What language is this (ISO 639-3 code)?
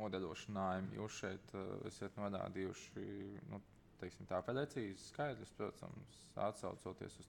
lav